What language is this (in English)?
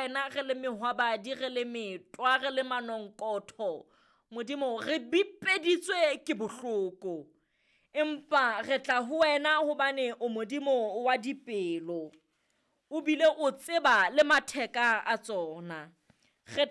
Southern Sotho